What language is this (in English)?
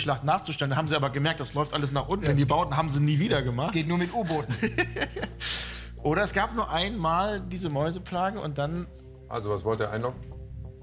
German